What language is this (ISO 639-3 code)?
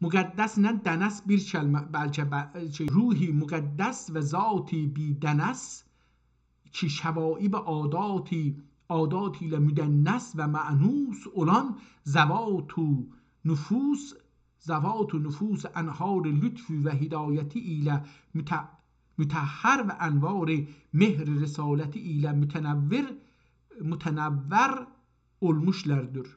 azb